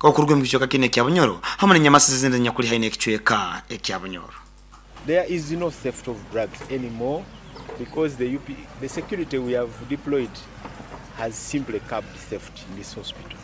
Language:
Nyoro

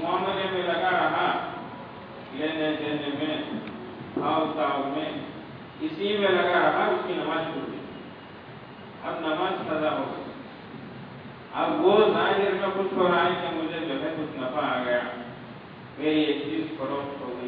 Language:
Urdu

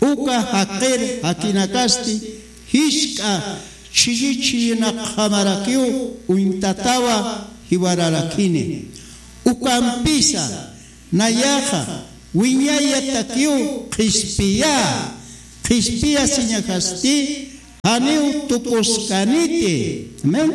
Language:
Aymara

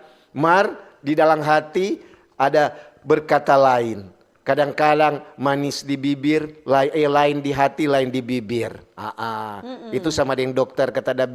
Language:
Manado Malay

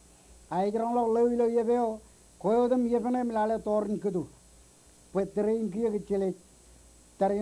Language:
Marshallese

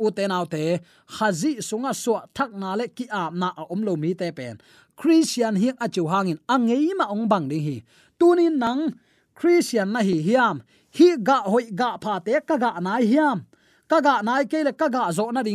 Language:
Tedim Chin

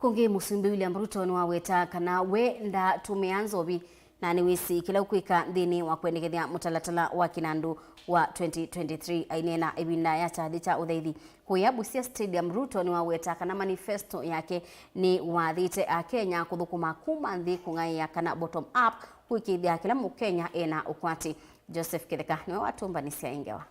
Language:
Kamba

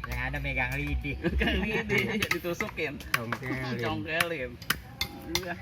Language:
Betawi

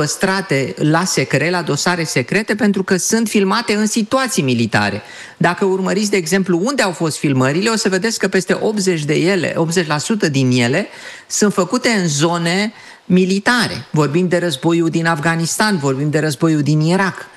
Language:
Romanian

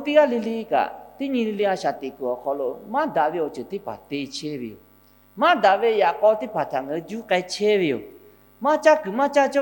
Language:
Lahu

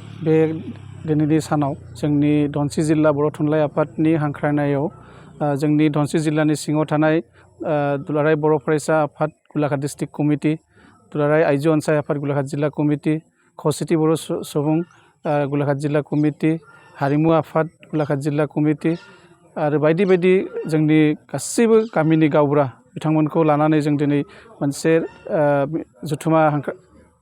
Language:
Bodo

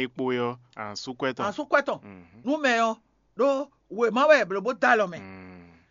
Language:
Fon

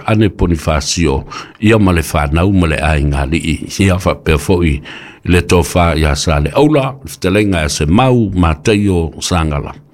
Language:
Samoan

